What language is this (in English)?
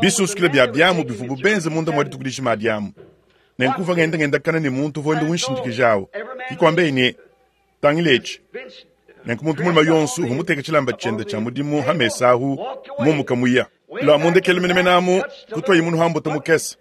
Luba-Lulua